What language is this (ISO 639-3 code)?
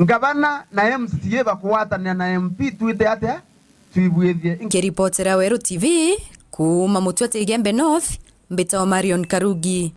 mer